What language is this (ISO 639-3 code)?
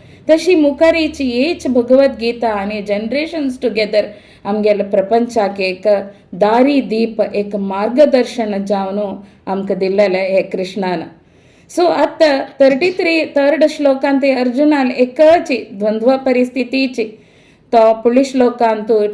kok